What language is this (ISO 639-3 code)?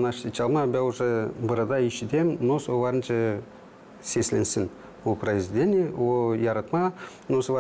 gag